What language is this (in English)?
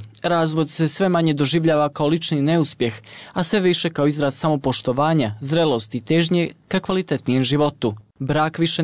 Bosnian